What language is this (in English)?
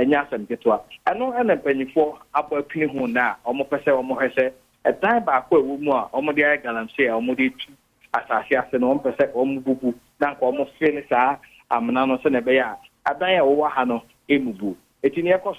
Akan